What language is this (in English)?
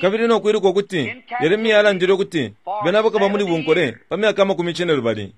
Bemba